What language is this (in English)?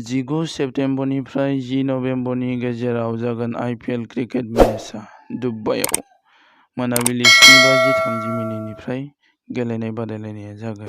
Bodo